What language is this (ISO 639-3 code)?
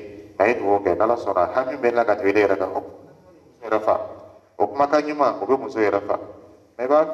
dyu